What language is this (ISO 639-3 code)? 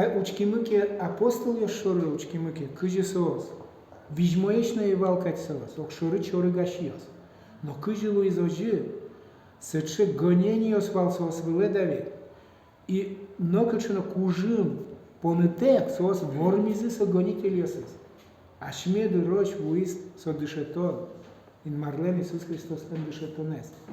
udm